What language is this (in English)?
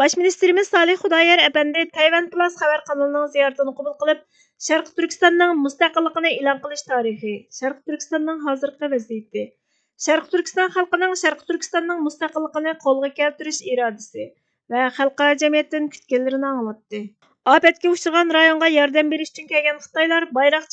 Uyghur